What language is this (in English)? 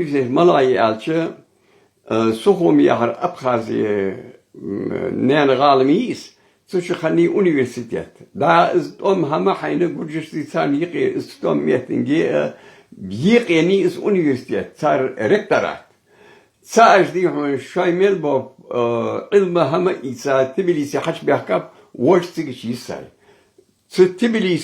Ingush